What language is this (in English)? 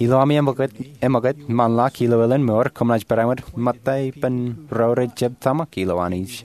Marshallese